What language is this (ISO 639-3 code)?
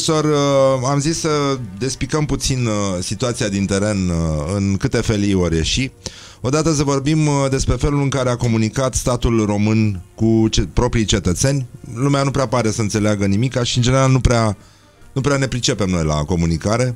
ron